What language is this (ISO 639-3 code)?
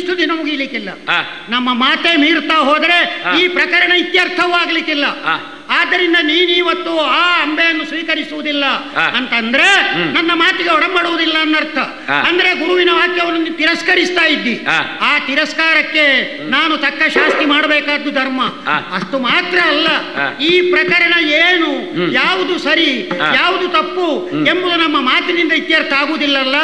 kan